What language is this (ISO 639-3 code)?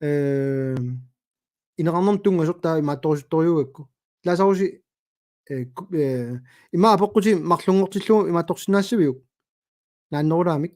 kal